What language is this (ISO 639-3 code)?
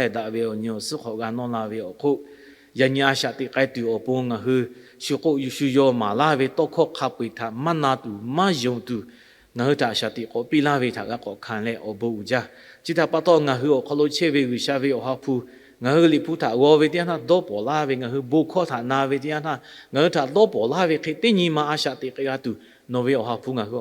lhu